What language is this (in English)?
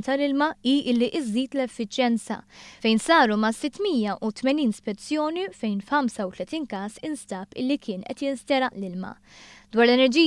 Maltese